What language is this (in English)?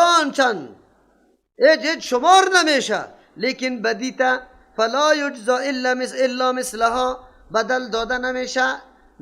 Persian